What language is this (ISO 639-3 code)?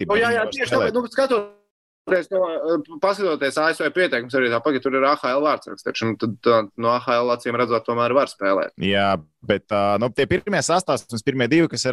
lav